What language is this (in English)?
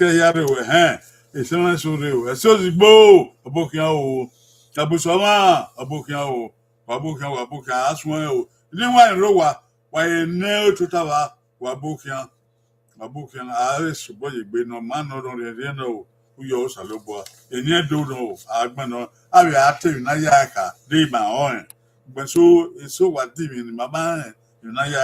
Bini